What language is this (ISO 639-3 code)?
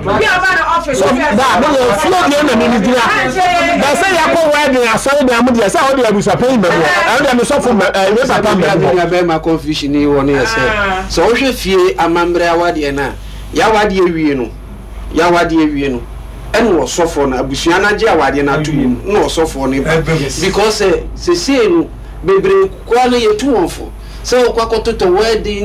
aka